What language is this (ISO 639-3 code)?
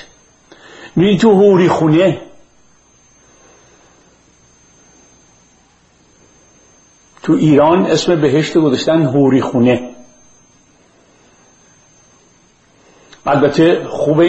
fas